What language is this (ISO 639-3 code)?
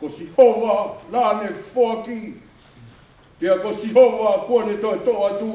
ton